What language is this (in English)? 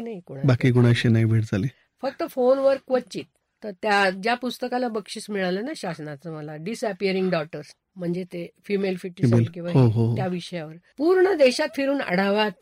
Marathi